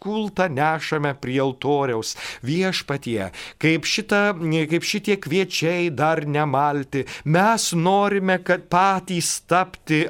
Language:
Lithuanian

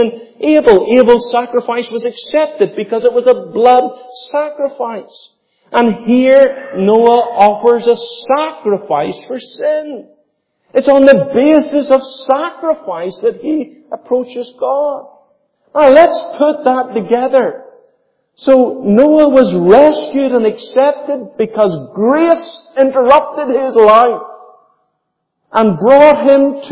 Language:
English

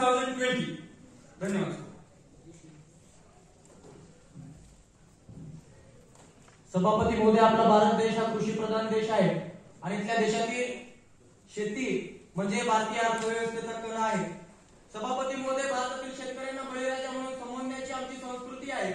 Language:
Marathi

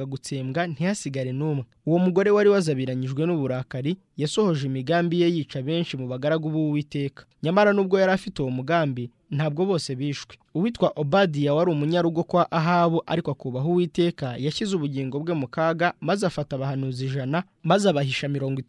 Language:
Kinyarwanda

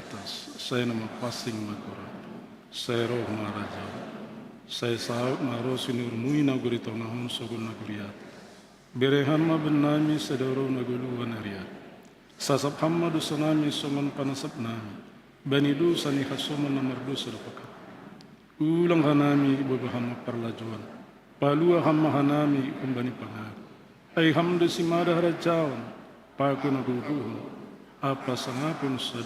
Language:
Batak Simalungun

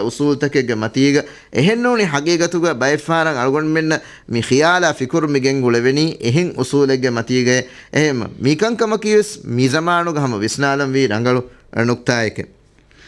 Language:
Divehi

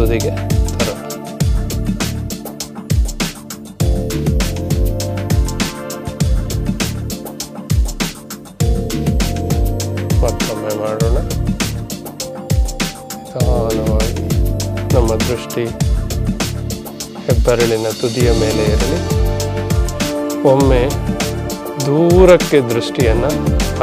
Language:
Kannada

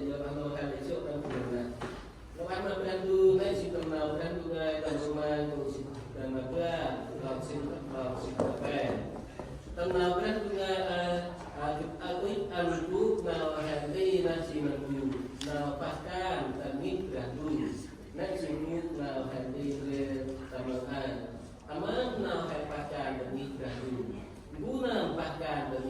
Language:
Central Mnong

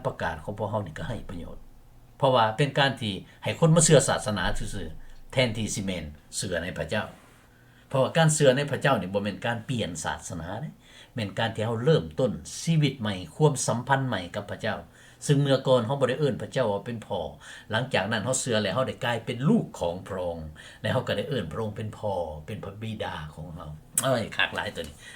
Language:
Lao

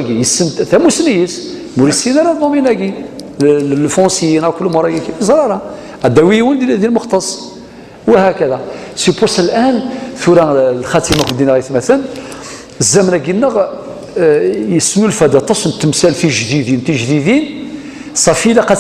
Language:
Kabyle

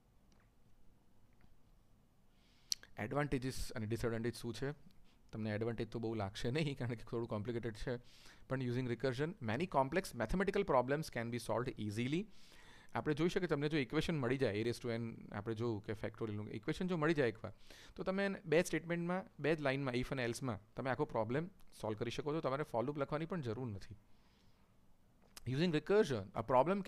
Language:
Gujarati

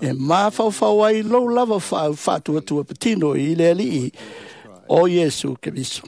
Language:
Samoan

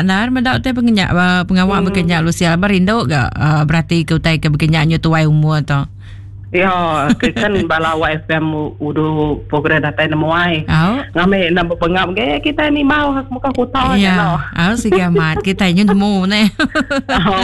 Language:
Iban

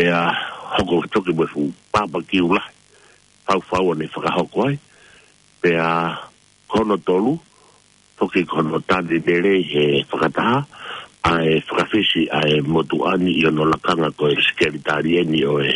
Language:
Tongan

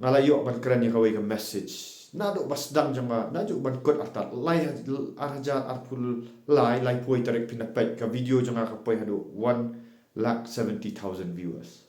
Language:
Khasi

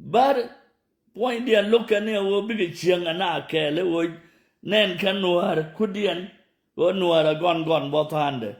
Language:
Nuer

